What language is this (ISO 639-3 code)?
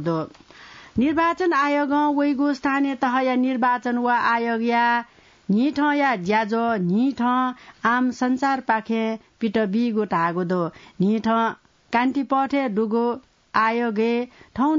new